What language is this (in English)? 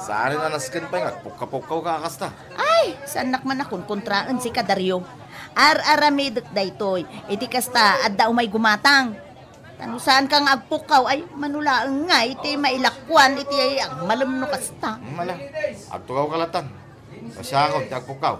Iloko